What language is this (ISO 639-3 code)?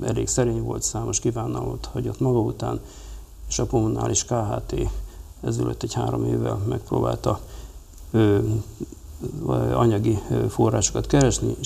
hun